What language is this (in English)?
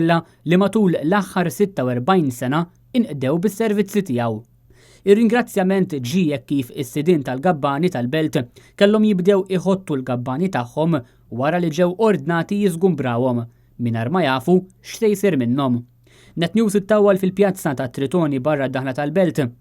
Maltese